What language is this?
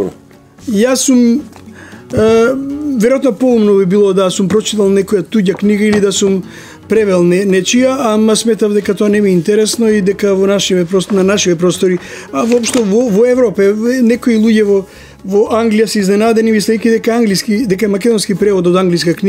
Macedonian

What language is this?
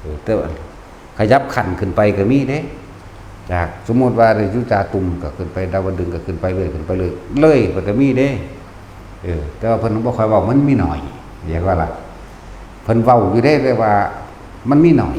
Northeastern Thai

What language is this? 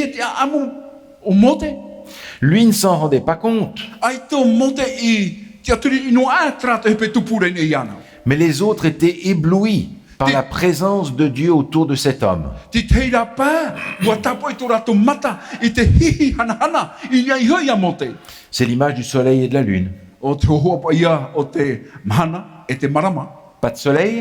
Tahitian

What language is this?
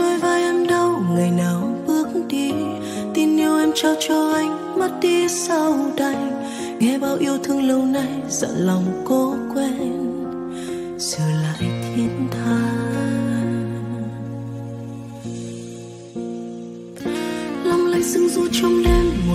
Vietnamese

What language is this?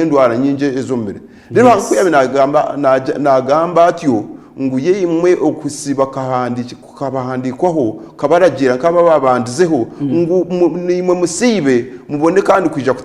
Nyankole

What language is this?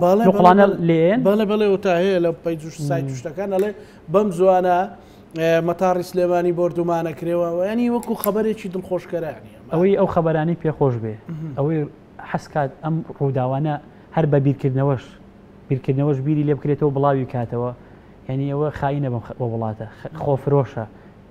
Central Kurdish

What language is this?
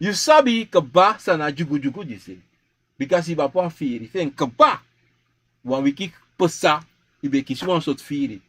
Sranan Tongo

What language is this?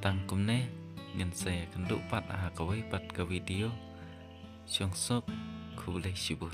Khasi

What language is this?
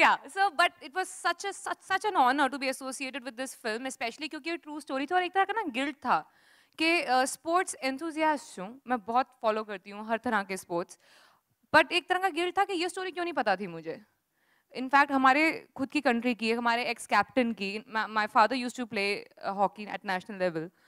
Hindi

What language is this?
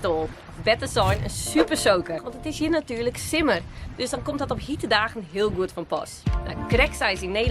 Western Frisian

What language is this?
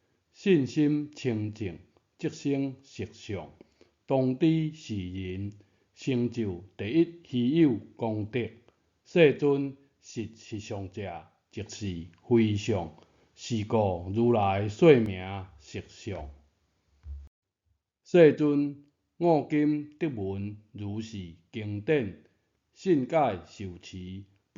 Min Nan Chinese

